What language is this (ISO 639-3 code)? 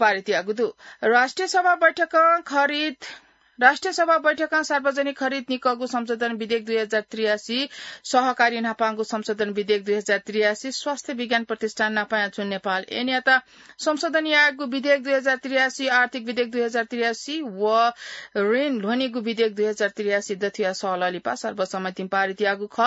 new